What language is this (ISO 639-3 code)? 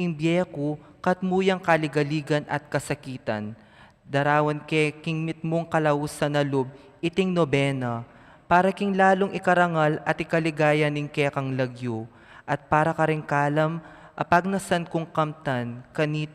pam